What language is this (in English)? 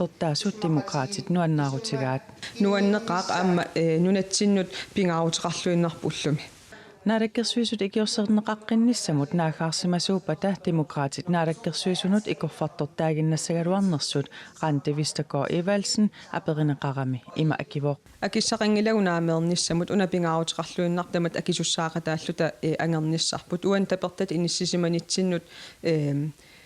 Kalaallisut